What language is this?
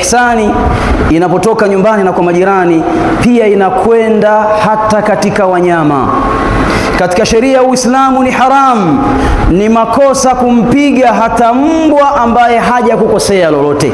Swahili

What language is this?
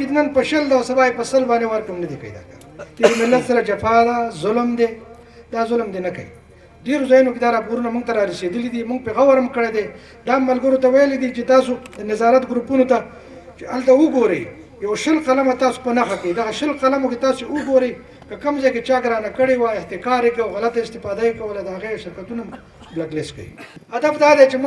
Pashto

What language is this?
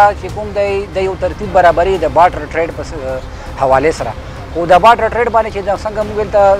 Pashto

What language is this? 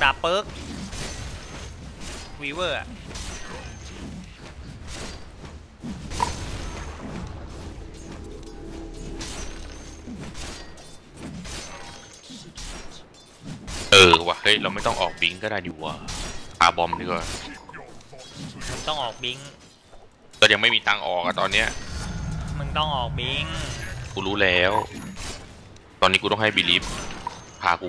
Thai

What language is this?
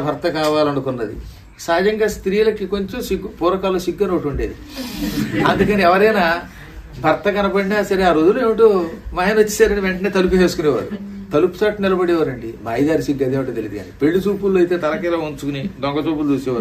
Telugu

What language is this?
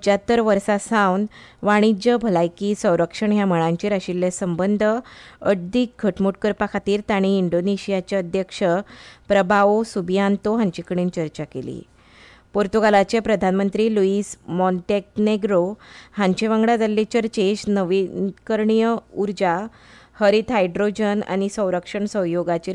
Konkani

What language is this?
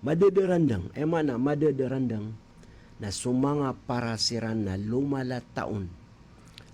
Maranao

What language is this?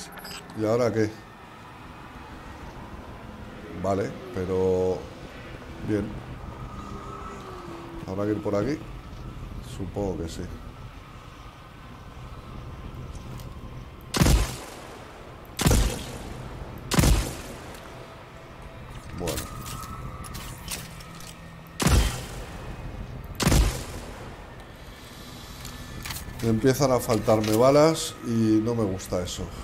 Spanish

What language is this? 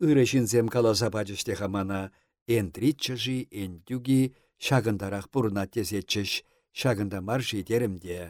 Chuvash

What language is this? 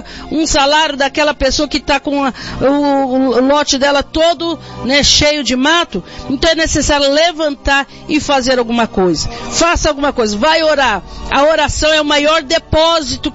Portuguese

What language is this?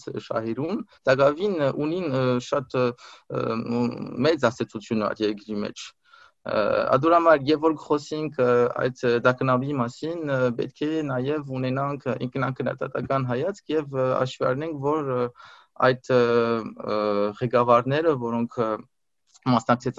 Armenian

